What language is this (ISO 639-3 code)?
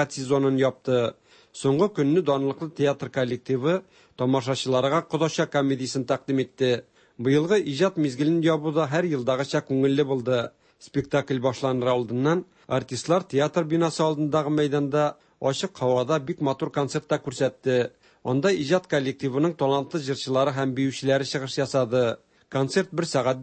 tat